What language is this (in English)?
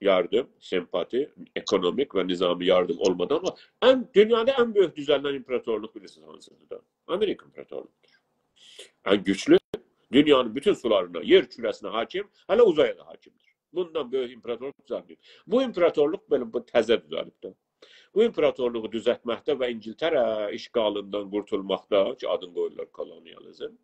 South Azerbaijani